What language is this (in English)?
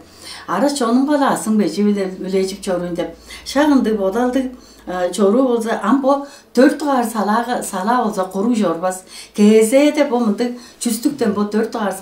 Tuvinian